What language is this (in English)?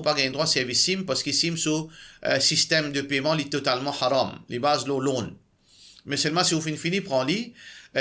Morisyen